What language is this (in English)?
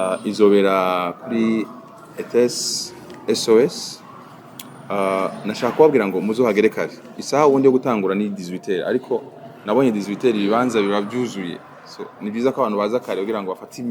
Rundi